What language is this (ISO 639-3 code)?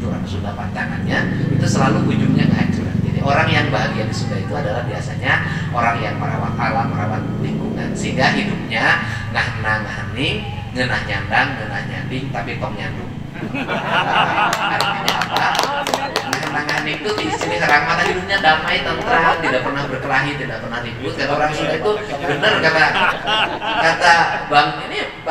ind